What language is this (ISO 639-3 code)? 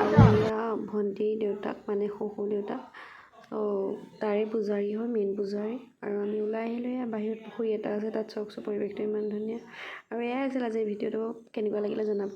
asm